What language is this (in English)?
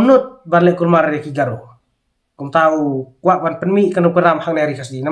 Khasi